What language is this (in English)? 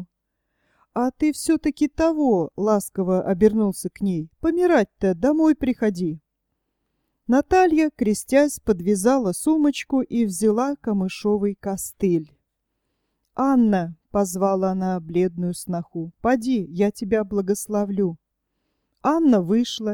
Russian